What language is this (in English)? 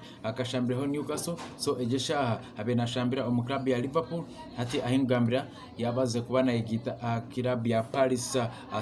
Nyankole